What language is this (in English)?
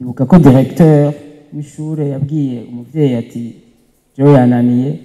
Rundi